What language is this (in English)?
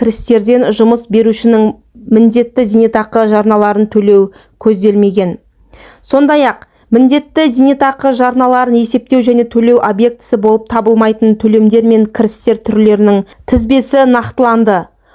Kazakh